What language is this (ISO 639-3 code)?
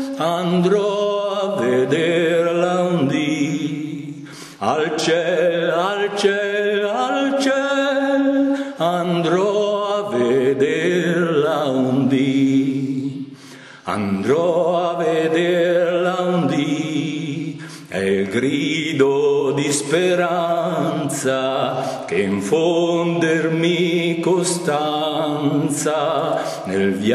ita